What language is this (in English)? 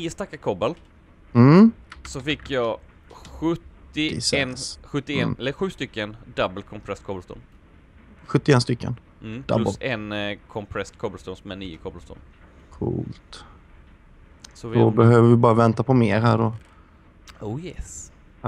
Swedish